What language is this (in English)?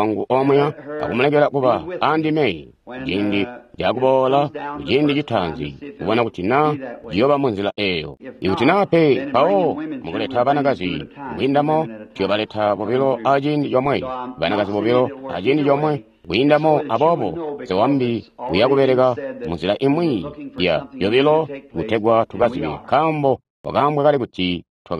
Tonga (Zambia)